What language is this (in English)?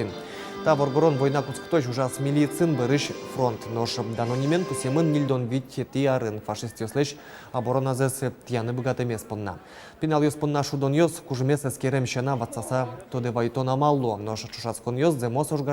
Udmurt